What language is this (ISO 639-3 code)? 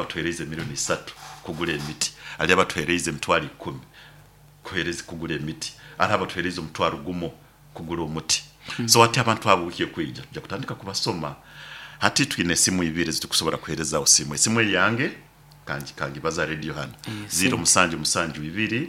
nyo